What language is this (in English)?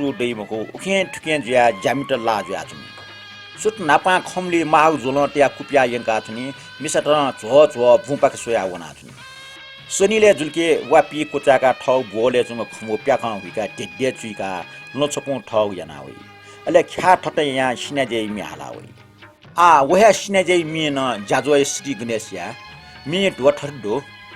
Newari